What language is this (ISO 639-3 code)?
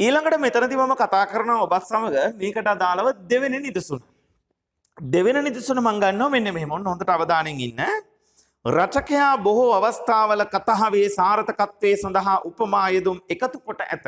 sin